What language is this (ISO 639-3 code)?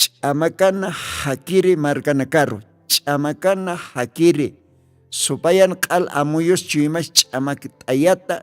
aym